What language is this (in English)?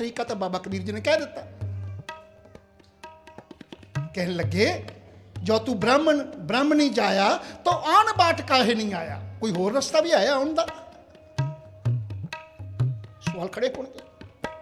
Punjabi